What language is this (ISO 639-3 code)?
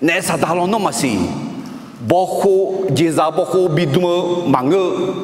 ahk